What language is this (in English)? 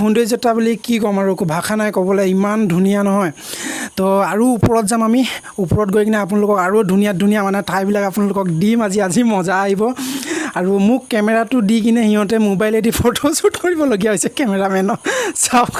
Assamese